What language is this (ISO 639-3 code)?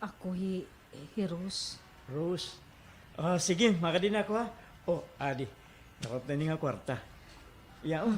war